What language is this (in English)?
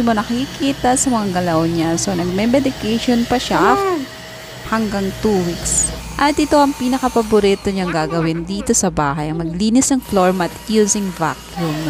Filipino